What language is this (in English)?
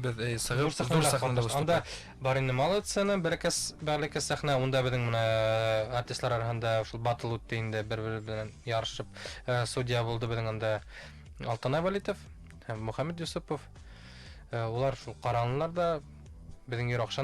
Bashkir